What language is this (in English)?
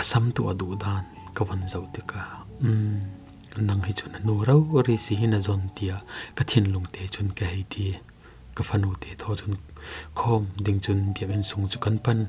Falam Chin